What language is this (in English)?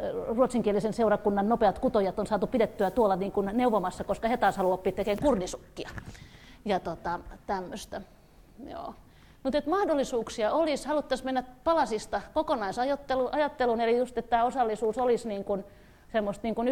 Finnish